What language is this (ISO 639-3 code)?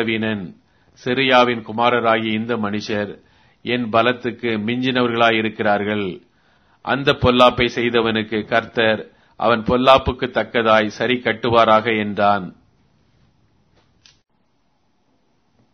tam